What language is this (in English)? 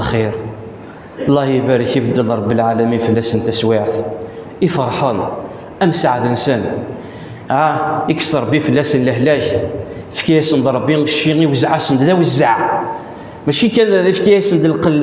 Kabyle